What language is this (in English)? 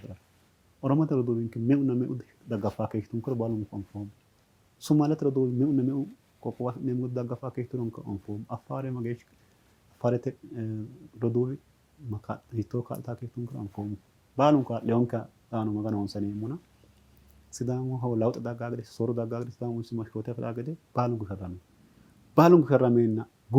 Sidamo